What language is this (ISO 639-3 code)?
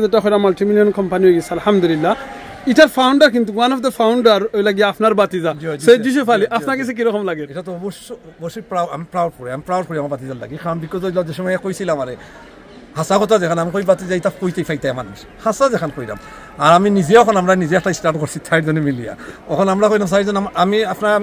syl